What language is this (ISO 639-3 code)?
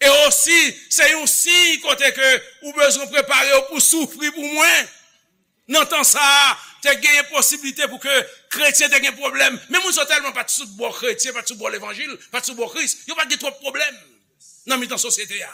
hat